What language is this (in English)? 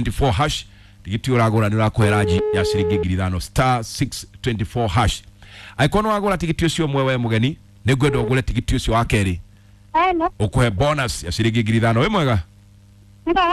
Kikuyu